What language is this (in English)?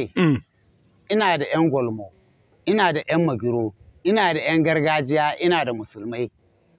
Hausa